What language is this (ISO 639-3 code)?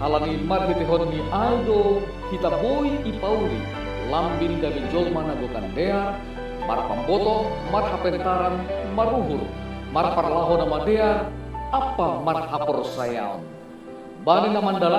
bts